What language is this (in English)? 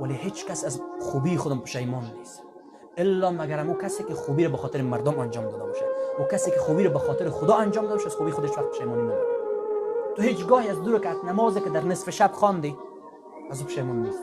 Persian